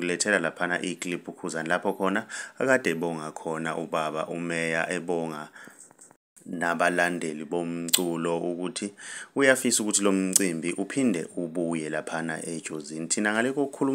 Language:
Zulu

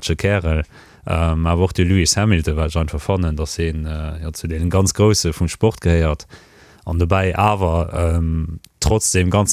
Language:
Luxembourgish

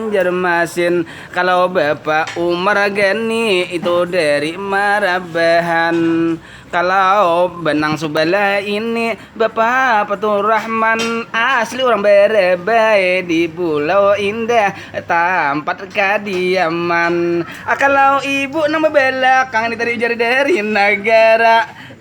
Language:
Banjar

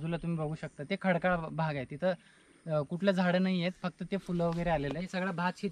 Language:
Marathi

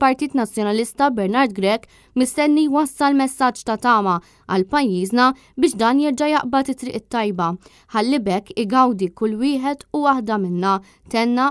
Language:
Maltese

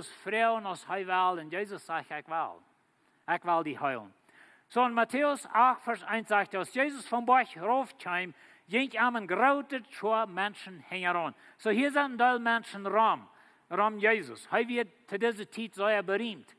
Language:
Plautdietsch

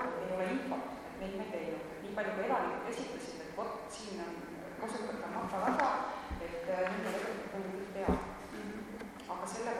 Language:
Estonian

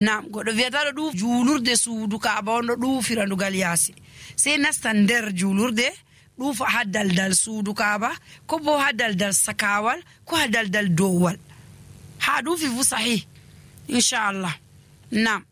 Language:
Nigerian Fulfulde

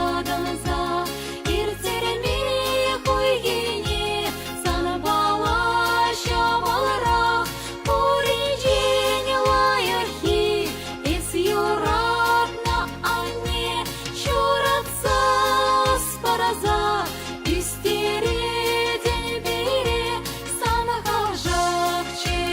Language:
Chuvash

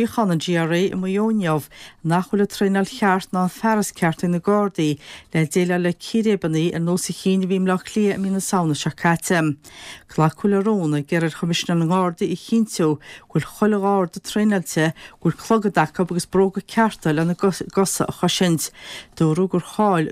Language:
Irish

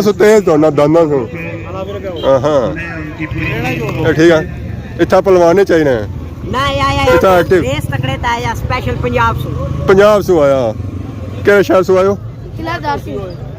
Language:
Pahari-Potwari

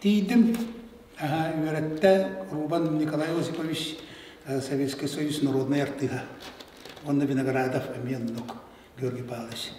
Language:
Yakut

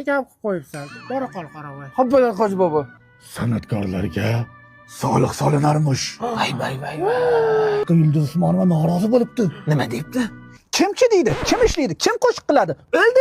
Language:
Uzbek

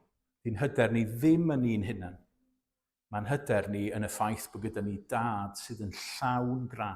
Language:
Welsh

